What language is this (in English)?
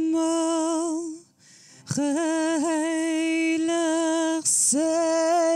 Afrikaans